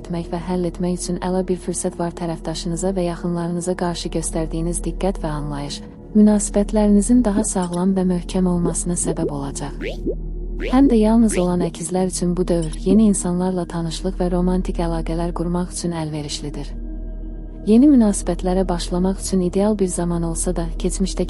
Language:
Azerbaijani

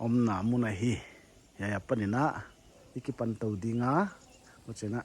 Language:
Paite Chin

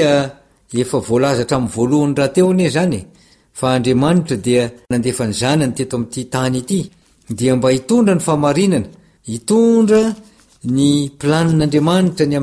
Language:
Malagasy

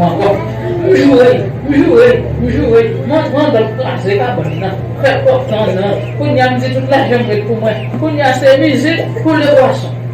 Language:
Haitian Creole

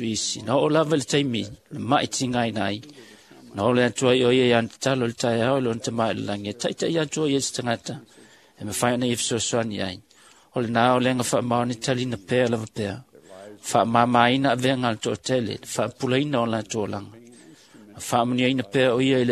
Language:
Samoan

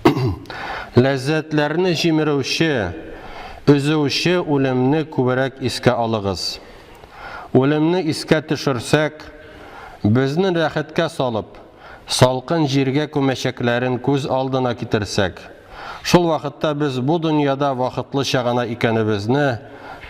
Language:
Tatar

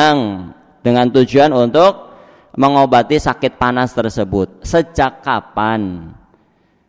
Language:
Indonesian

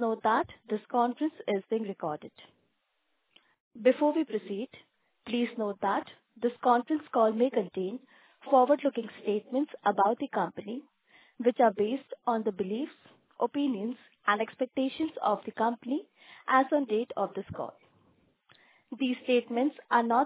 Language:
English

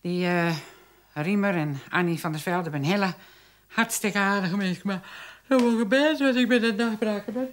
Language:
Western Frisian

